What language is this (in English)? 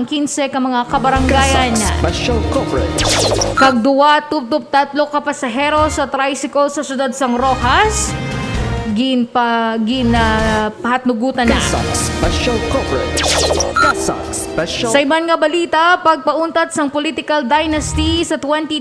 Hiligaynon